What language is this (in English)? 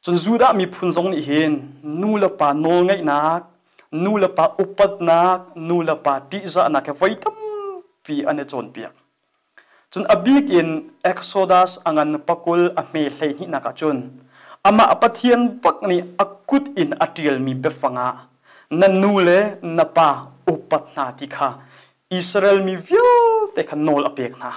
Hakha Chin